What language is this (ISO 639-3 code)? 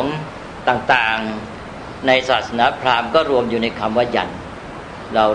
tha